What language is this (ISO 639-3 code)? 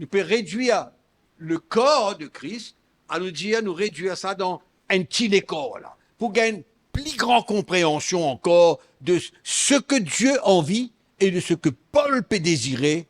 mfe